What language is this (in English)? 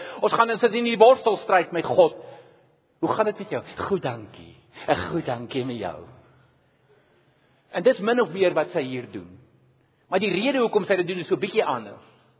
Afrikaans